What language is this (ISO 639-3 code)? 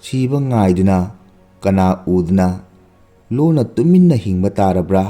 mni